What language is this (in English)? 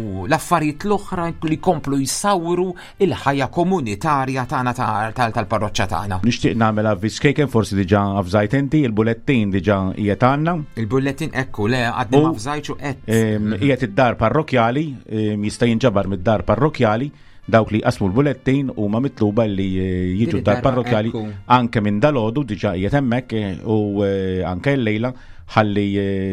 Maltese